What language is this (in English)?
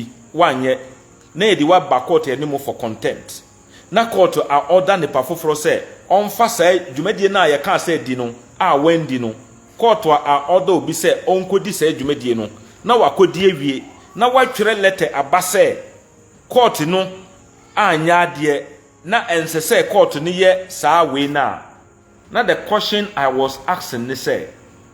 Akan